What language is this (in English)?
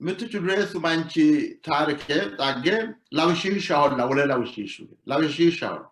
Sidamo